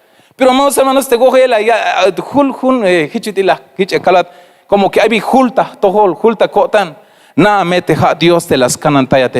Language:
Tzeltal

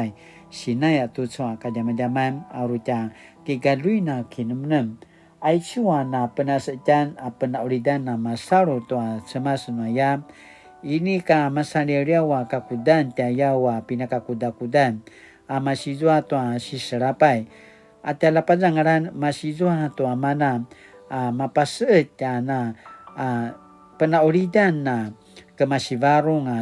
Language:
Paiwan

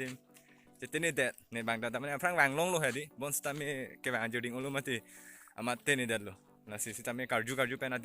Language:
Karbi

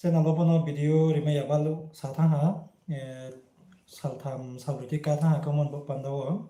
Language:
Riang (India)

